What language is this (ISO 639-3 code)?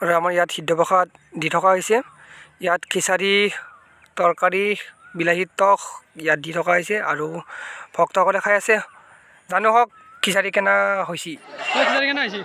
asm